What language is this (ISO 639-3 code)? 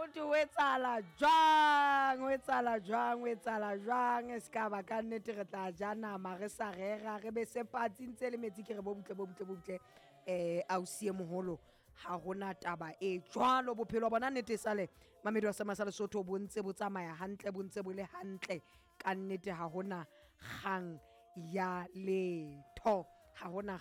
sot